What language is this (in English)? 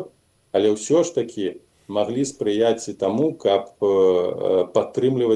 Belarusian